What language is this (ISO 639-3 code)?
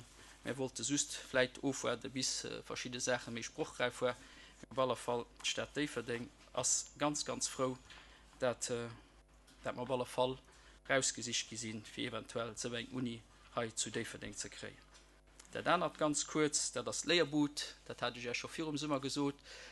ltz